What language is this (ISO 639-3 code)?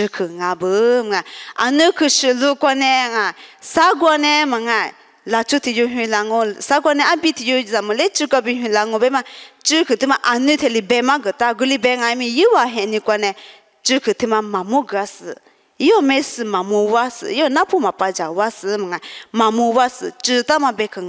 lis